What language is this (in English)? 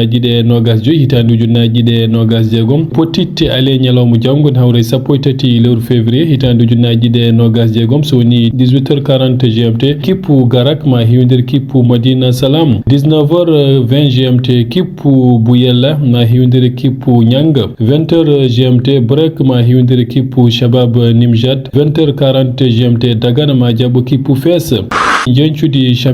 Fula